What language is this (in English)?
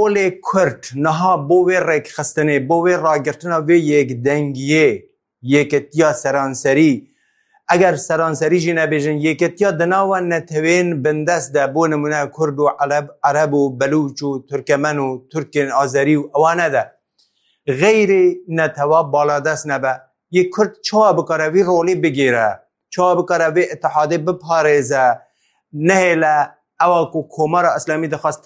Kurdish